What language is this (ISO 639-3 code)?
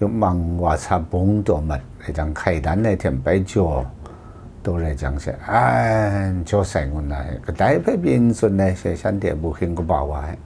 kac